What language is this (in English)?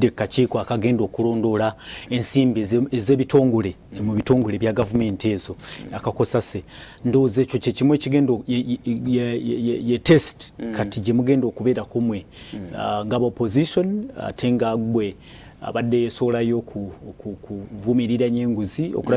Ganda